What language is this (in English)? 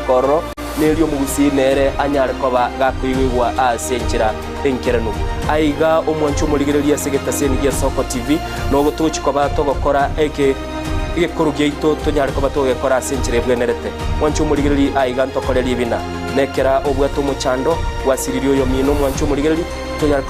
Gusii